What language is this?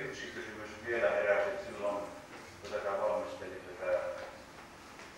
Finnish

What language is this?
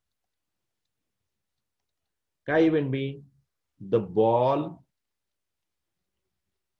Marathi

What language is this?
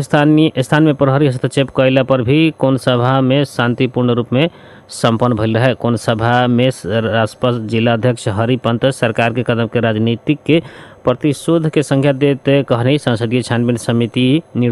Bhojpuri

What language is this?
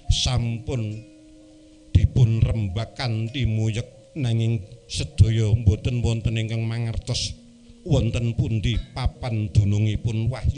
Javanese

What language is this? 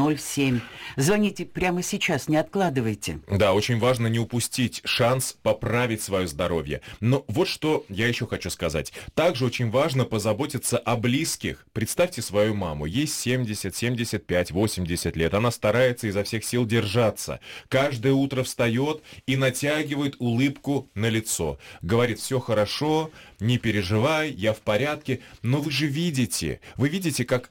Russian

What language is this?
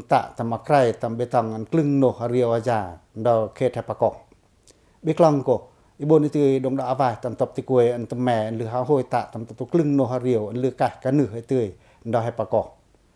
Pacoh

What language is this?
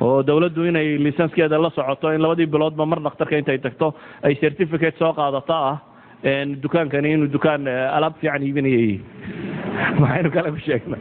Somali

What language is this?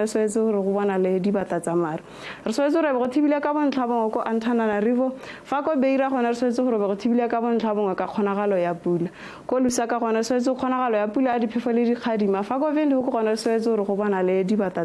Tswana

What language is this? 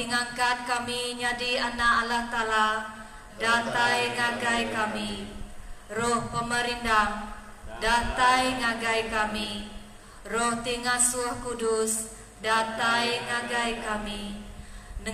Iban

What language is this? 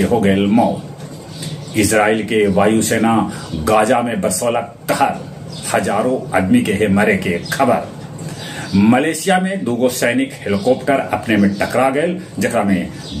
Magahi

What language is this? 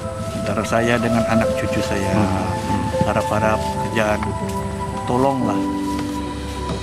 Malay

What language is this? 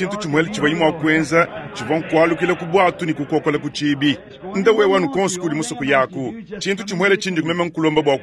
Luba-Lulua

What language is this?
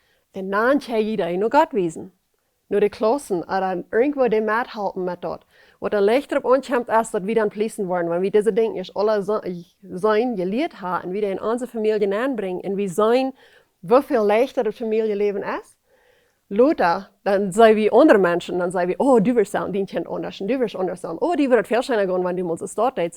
Plautdietsch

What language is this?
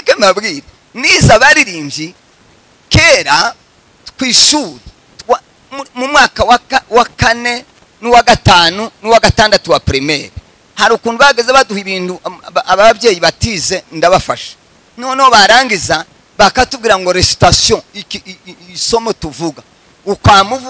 Kinyarwanda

